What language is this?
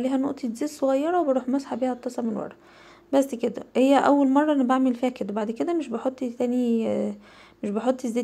Egyptian Arabic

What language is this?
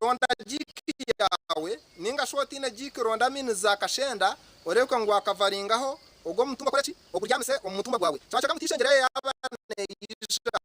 Nyankole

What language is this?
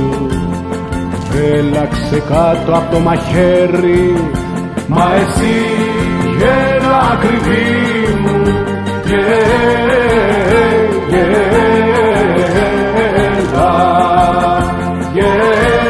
Greek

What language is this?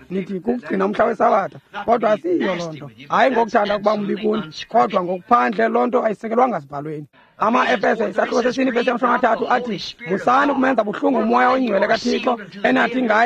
Xhosa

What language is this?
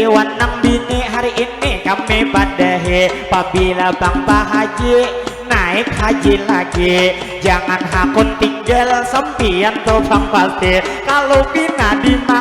Banjar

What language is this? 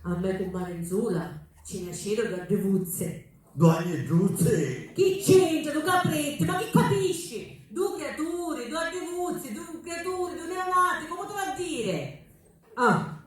Sicilian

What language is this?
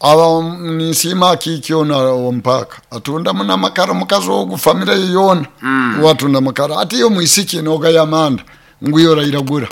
Nyoro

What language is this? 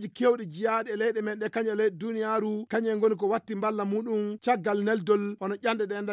Fula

